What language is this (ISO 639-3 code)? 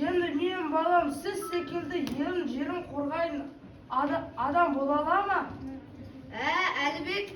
kaz